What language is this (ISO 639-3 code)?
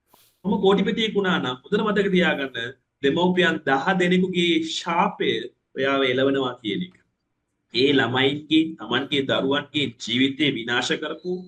sin